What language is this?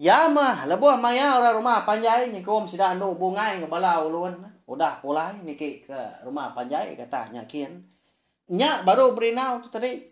Iban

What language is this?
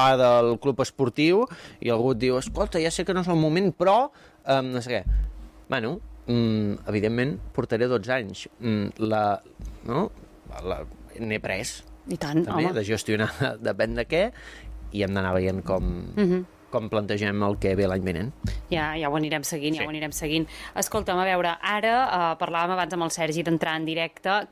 Catalan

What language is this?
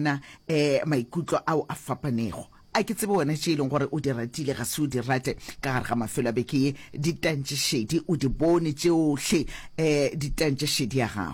Northern Sotho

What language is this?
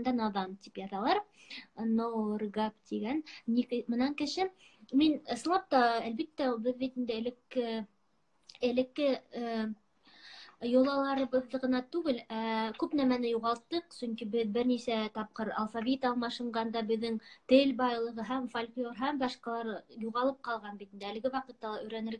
Bashkir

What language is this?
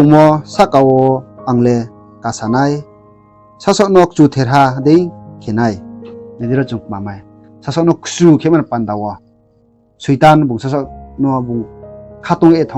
Riang (India)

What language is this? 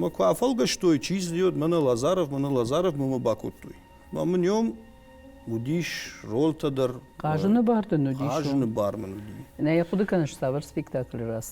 Ossetic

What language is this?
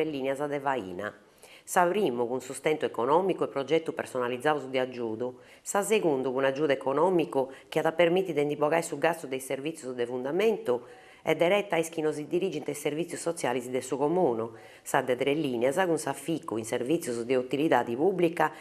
Sardinian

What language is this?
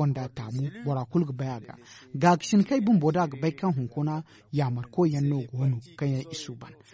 Zarma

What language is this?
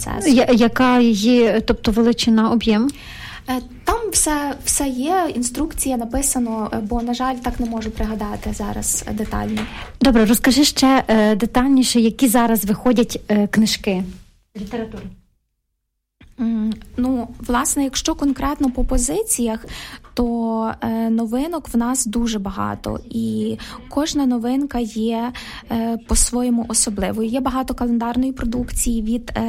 Ukrainian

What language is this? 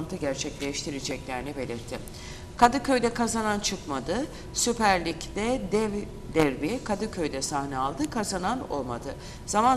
Turkish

